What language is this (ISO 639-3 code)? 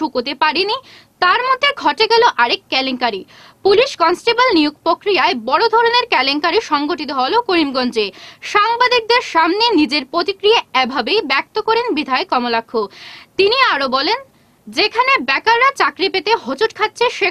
ben